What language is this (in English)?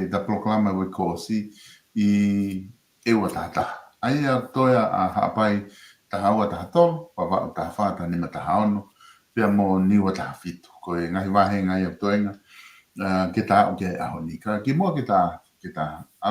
Tongan